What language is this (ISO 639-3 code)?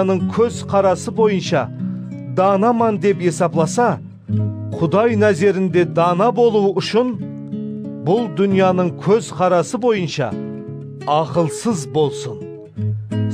kaa